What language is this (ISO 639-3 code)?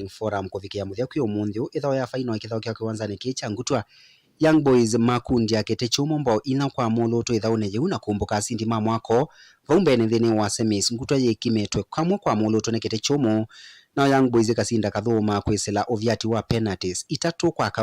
kam